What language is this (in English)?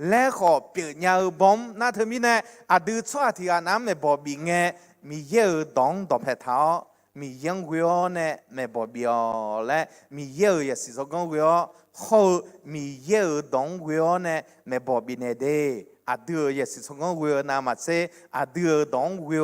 Akha